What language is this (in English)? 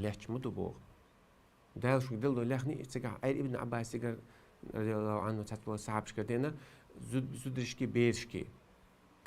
Chechen